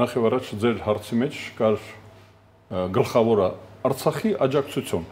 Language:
Armenian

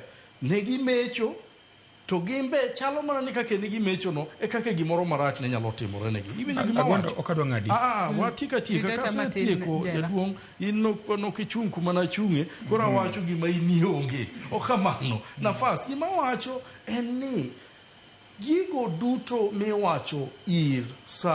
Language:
Luo (Kenya and Tanzania)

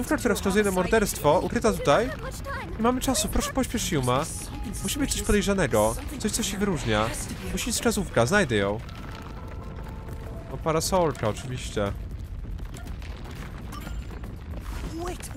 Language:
Polish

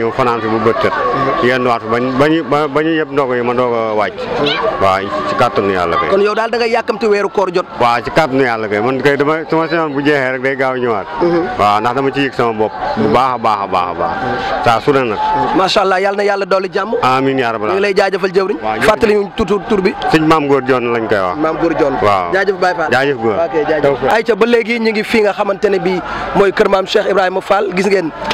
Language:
Wolof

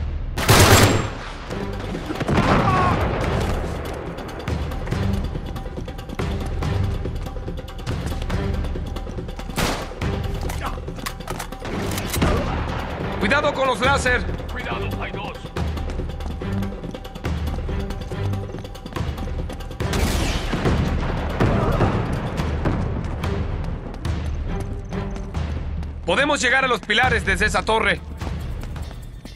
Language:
Spanish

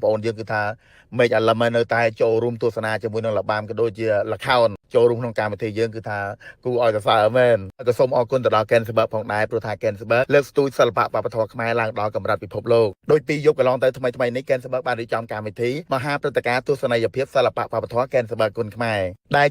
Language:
Khmer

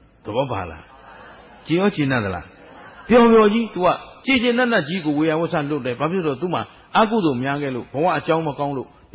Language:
Burmese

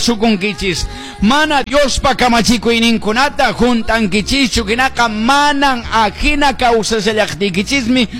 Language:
Quechua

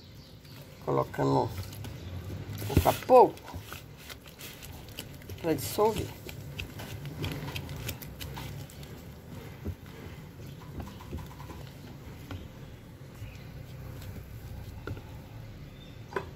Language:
Portuguese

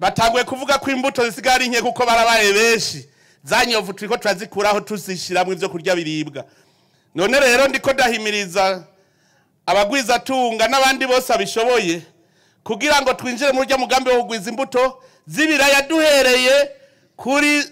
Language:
Rundi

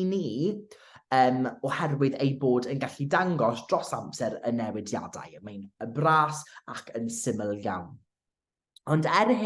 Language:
Welsh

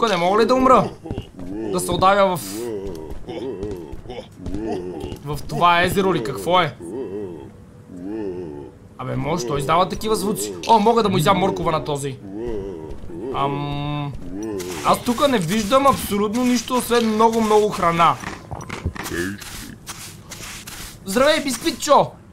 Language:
Bulgarian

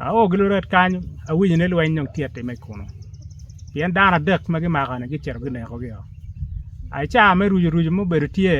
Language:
Acoli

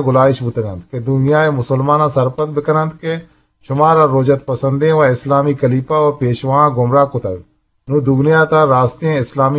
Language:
Eastern Balochi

